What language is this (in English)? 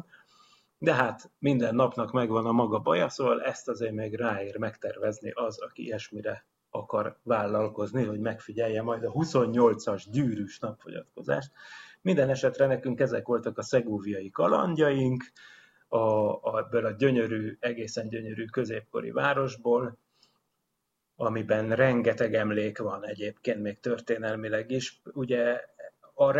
Hungarian